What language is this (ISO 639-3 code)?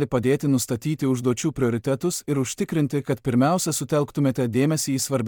lit